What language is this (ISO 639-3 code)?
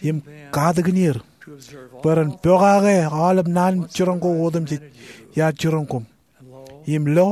mah